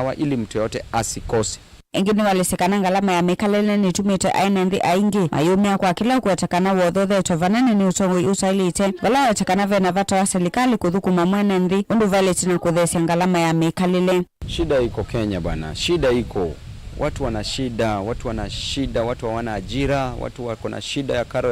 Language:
Kamba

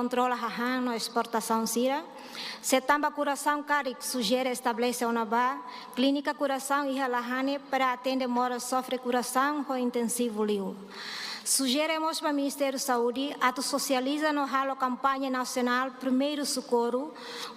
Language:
Tetum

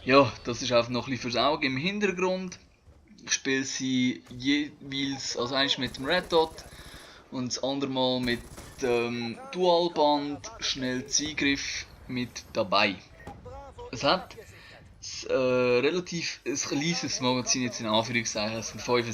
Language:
Swiss German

